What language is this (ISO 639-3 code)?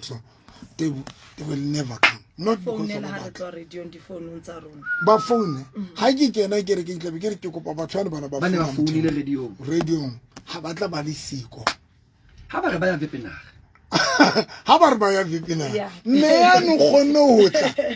sot